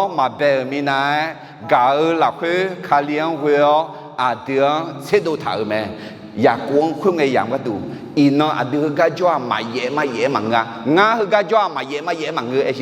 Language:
Akha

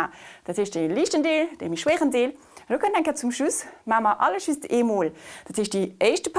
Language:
Luxembourgish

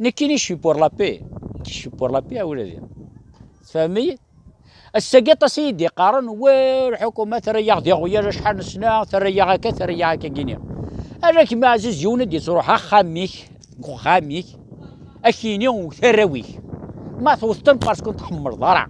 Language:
Kabyle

